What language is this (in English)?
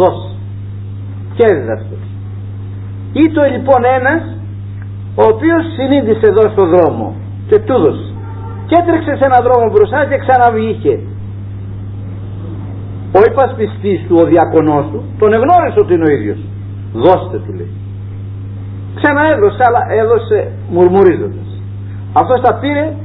Greek